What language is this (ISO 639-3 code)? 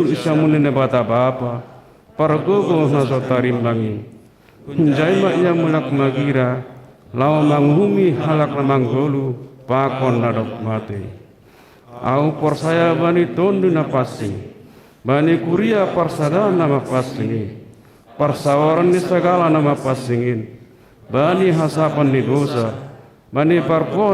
bts